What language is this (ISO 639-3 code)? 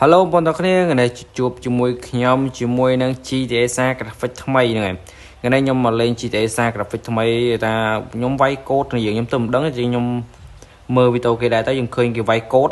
khm